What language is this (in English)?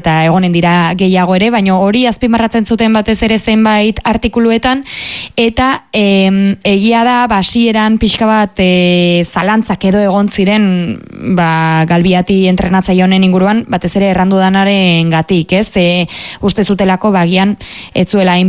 Basque